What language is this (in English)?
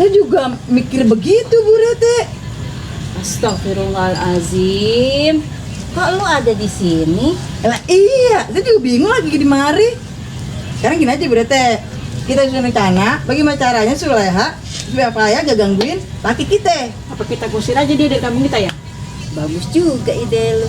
Betawi